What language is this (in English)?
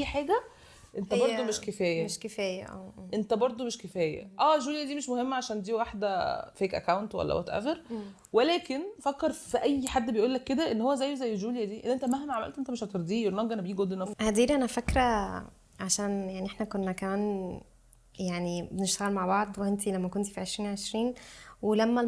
Egyptian Arabic